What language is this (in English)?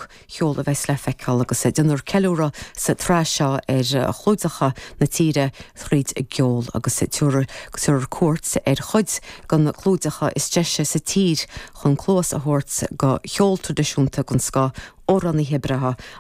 Irish